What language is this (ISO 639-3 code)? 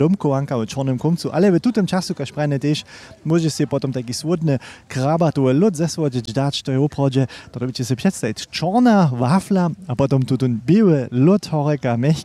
hsb